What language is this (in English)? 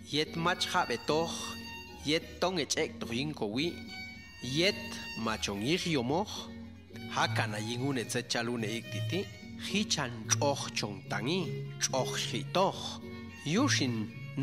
Popti'